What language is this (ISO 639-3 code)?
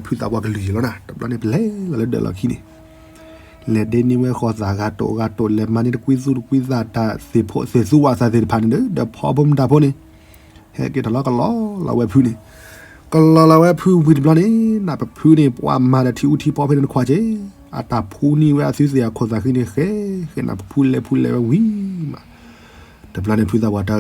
ksw